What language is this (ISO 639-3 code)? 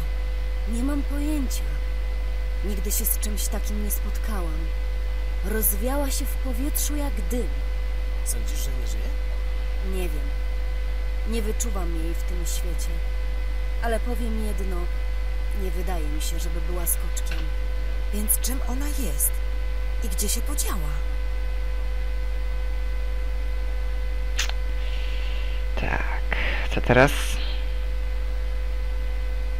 pol